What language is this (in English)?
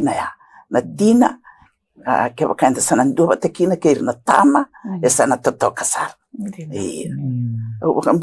Fijian